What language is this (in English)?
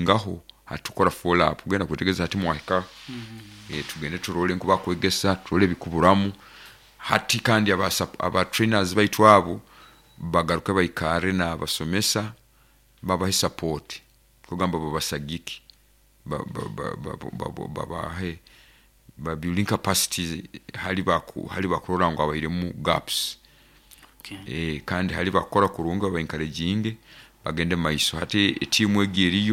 Nyoro